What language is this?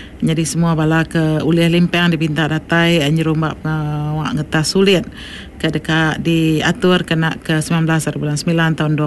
Iban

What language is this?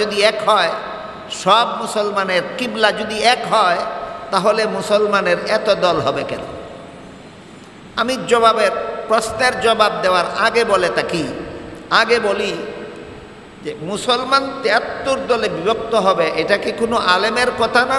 Bangla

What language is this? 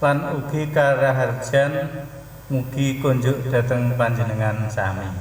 Javanese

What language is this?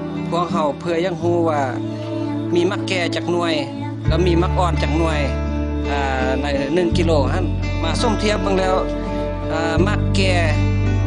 Lao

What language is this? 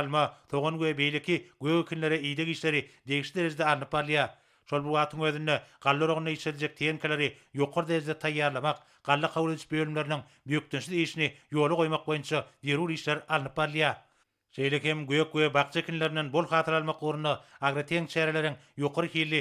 Turkmen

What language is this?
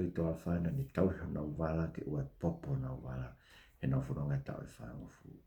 Tongan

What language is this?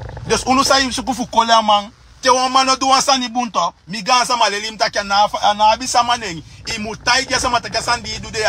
Sranan Tongo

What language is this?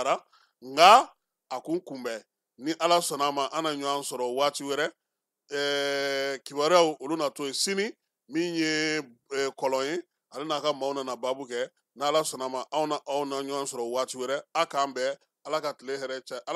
Bambara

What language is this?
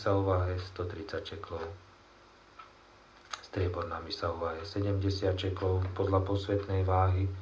Slovak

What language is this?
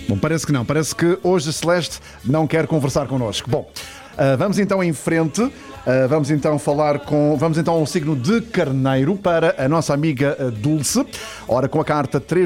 Portuguese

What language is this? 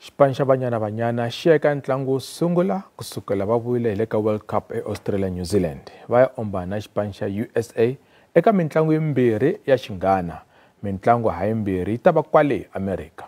Tsonga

